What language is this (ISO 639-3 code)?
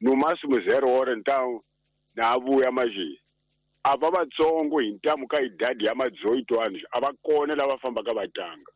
tso